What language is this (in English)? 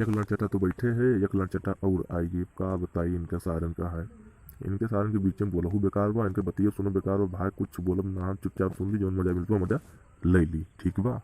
Awadhi